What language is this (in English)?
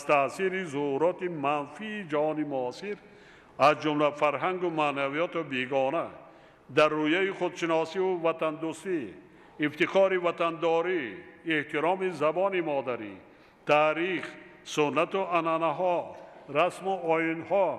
Tajik